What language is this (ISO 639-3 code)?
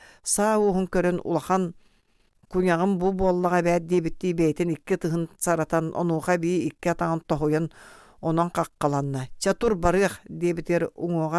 sah